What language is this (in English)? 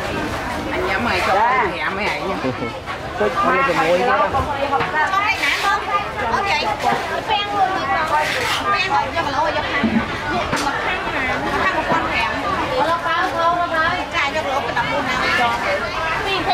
Vietnamese